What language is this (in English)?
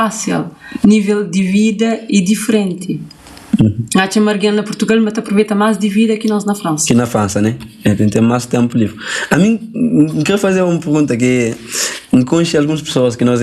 Kabuverdianu